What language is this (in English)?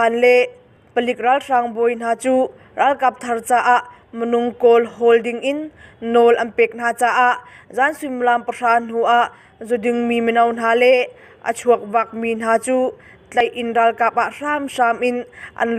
Hakha Chin